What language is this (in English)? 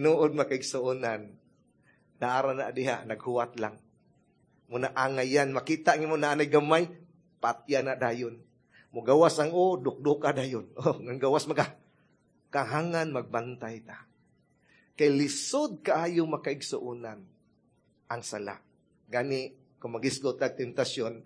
Cebuano